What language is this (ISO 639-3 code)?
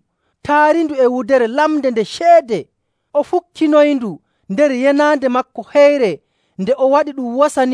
fuv